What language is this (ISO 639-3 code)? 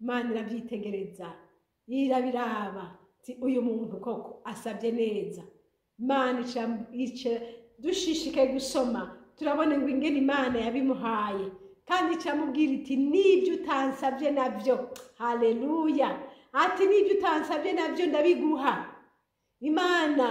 run